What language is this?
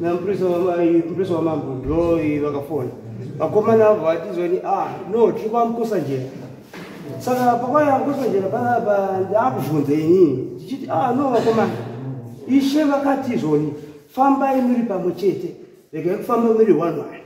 Shona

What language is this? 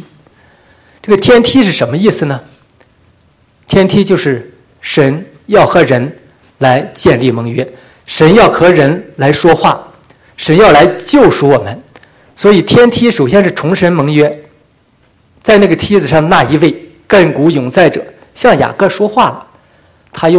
Chinese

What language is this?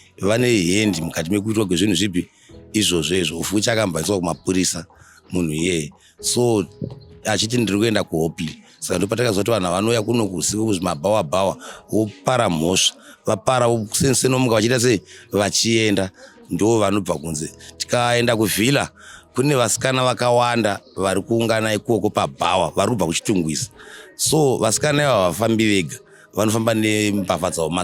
Shona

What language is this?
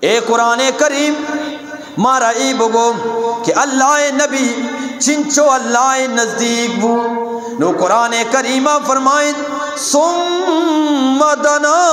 Eastern Balochi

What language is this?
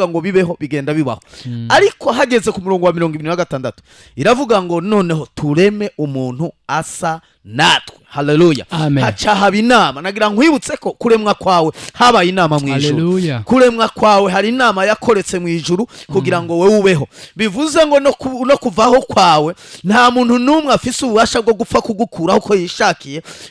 Rundi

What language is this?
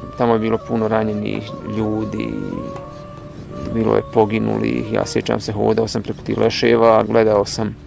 Bosnian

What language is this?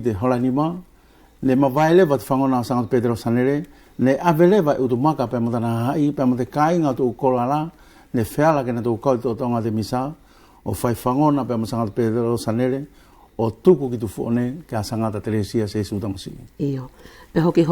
Wallisian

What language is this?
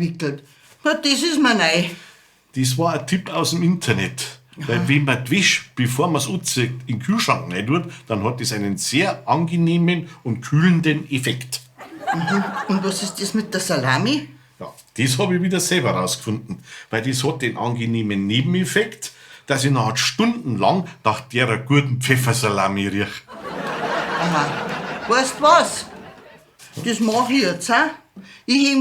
Bavarian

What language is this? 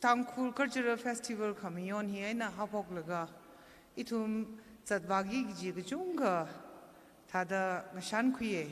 Tangkhul Naga (India)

